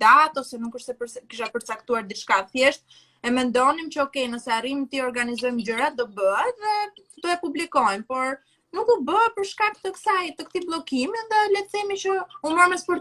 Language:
Albanian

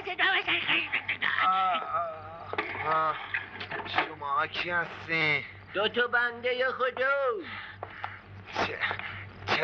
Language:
Persian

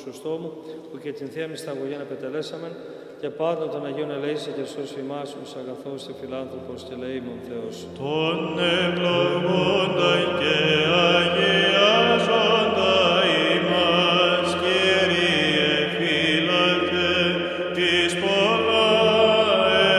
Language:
Greek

